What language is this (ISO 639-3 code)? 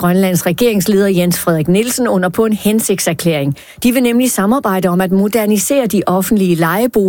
dan